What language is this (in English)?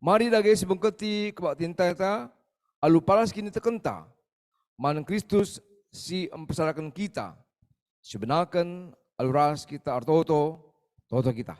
Batak Karo